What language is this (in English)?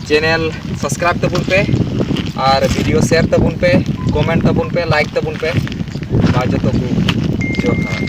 Santali